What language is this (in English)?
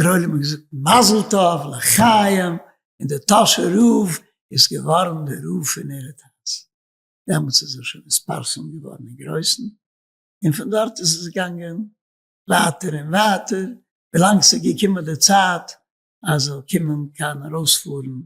Yiddish